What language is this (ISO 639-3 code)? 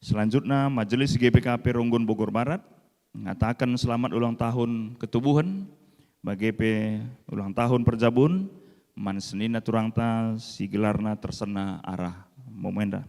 btx